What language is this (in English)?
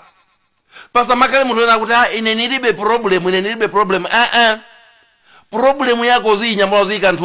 Nyanja